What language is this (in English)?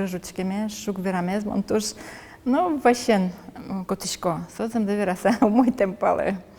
Udmurt